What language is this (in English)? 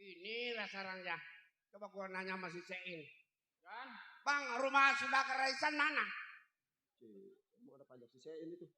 Betawi